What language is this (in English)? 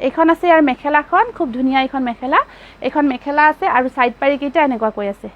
Assamese